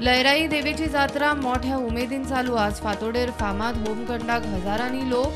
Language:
Konkani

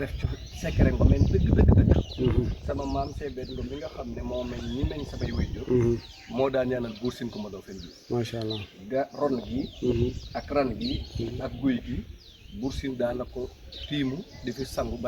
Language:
Wolof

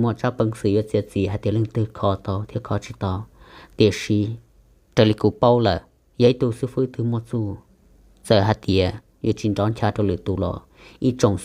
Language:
Hmong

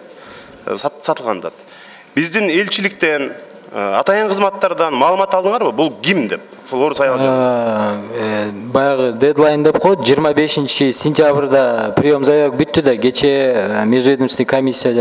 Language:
Kyrgyz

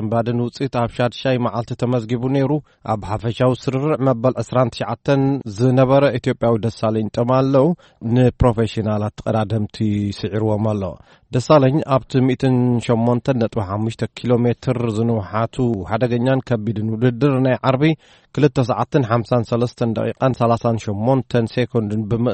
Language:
Tigrinya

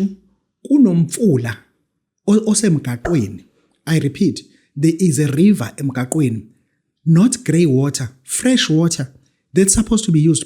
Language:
Zulu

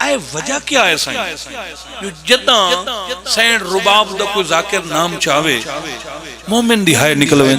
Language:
Pahari-Potwari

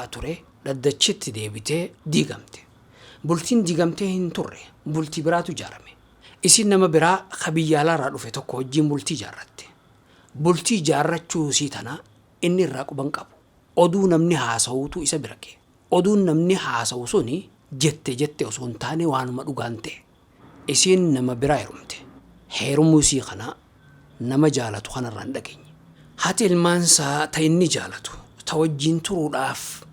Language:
Oromo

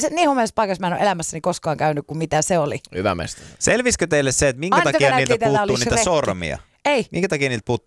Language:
Finnish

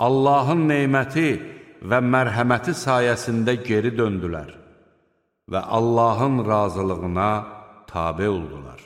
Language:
Azerbaijani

